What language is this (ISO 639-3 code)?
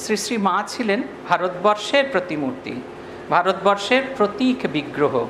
ben